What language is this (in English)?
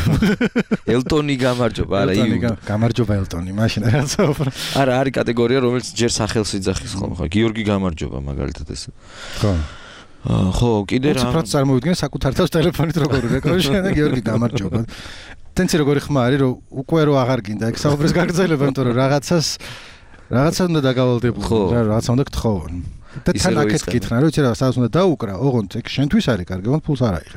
Georgian